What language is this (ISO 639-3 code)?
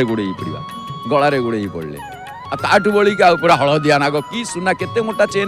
ori